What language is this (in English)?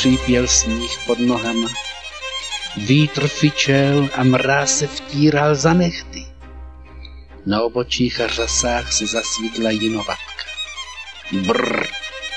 Czech